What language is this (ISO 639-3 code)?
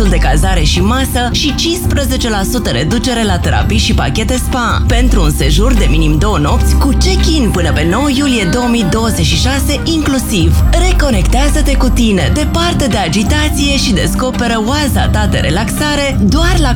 ron